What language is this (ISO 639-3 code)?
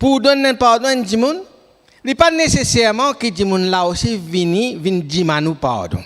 mfe